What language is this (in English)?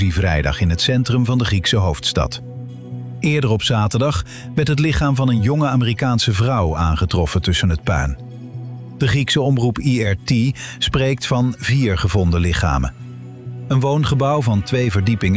Dutch